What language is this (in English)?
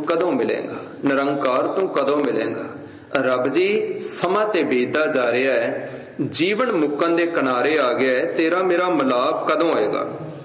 Punjabi